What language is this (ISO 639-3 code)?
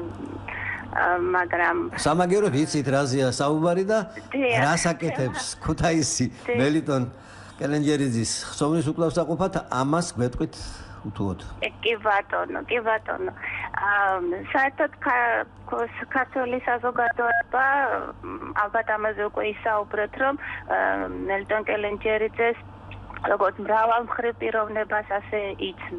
kat